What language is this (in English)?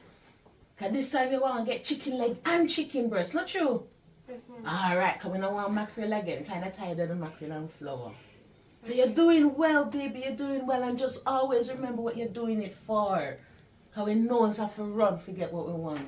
Jamaican Creole English